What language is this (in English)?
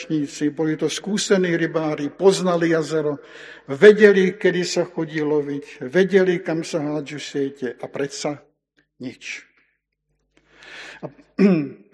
Slovak